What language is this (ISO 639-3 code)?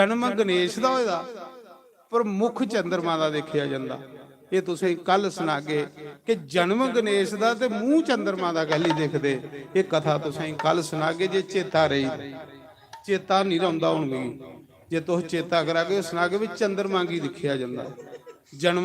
doi